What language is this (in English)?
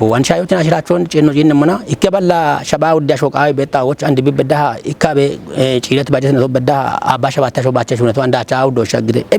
Kafa